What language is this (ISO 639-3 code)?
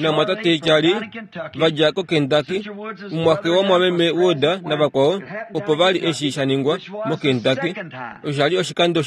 kua